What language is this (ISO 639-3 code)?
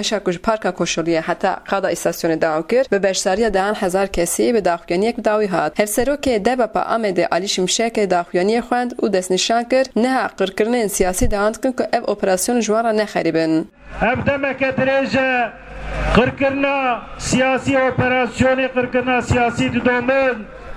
kur